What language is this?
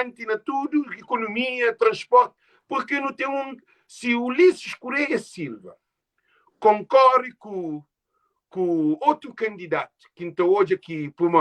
Kabuverdianu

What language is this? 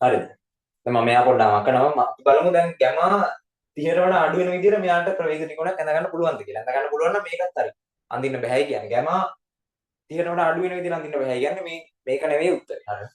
Sinhala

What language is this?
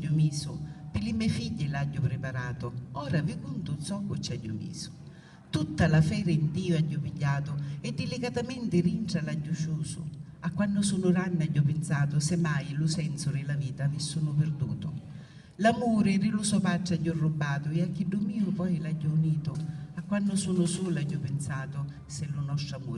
Sicilian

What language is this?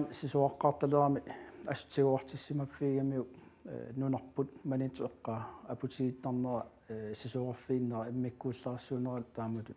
Kalaallisut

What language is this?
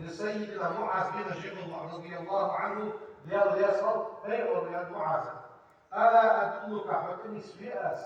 Ingush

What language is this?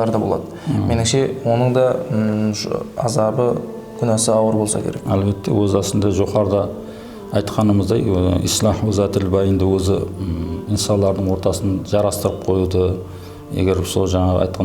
Kara-Kalpak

